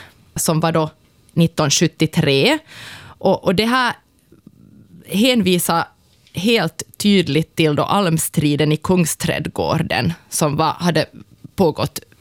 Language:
Swedish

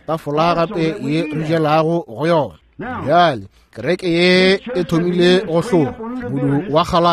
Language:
Northern Sotho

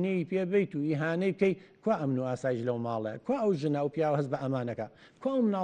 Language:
Central Kurdish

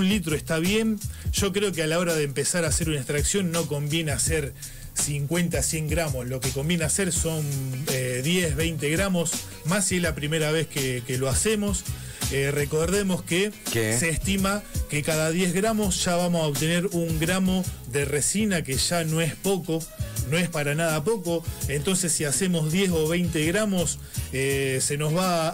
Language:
Spanish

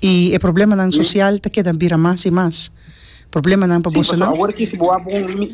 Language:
Papiamento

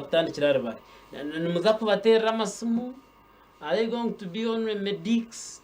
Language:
Nyankole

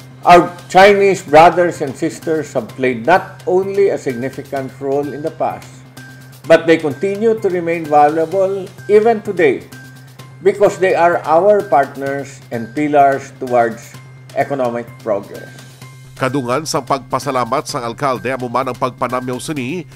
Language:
Hiligaynon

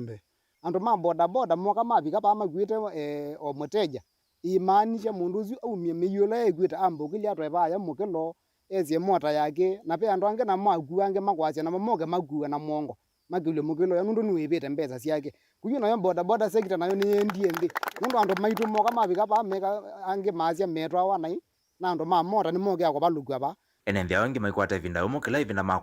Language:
Kamba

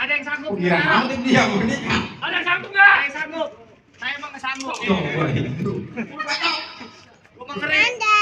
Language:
Betawi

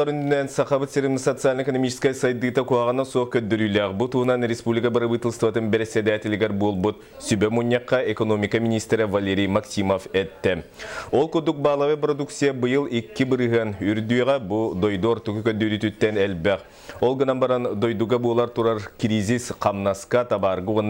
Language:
Yakut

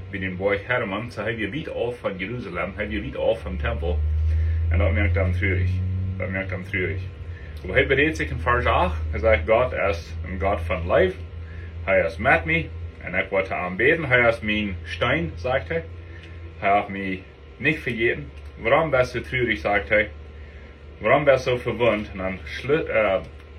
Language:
Plautdietsch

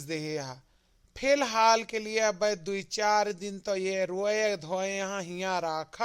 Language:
Awadhi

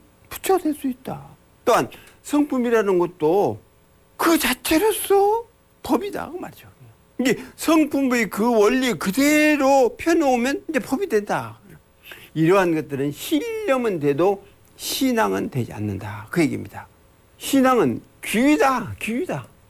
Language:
Korean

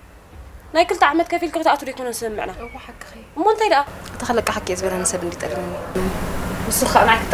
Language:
Tigrinya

